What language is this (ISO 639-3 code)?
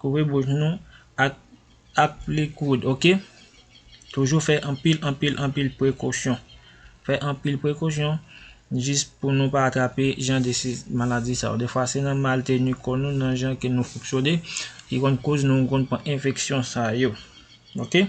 hat